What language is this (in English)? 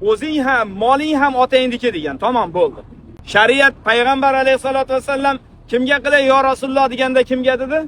Uzbek